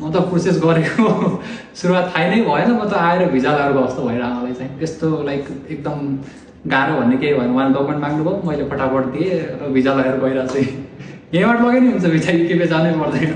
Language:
Nepali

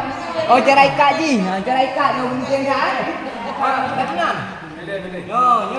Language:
Achinese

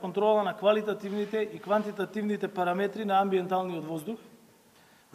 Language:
Macedonian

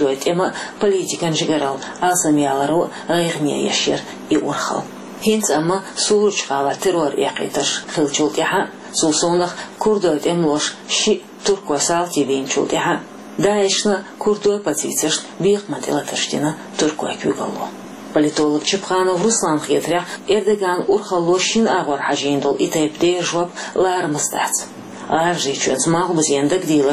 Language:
Chechen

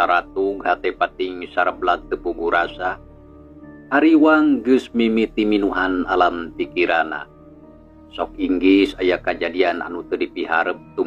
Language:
Sundanese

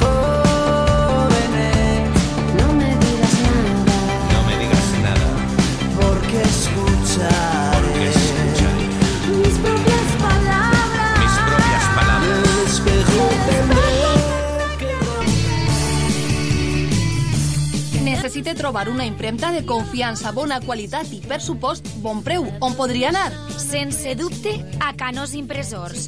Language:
Catalan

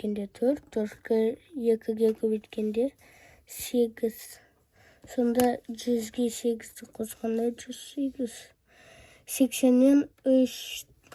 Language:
Kazakh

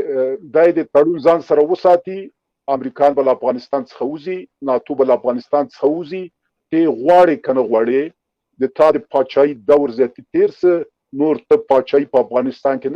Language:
Pashto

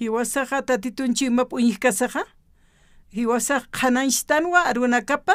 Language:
Aymara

